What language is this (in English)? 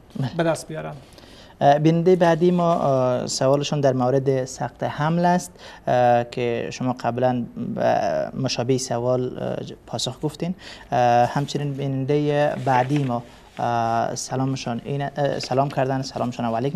Persian